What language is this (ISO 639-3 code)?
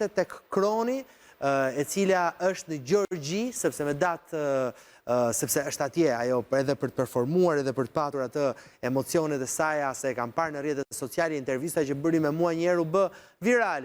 sqi